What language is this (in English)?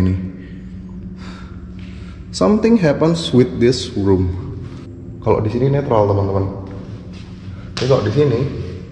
Indonesian